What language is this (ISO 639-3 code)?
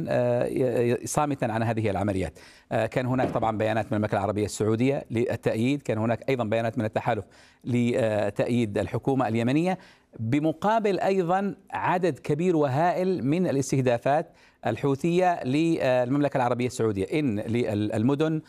ara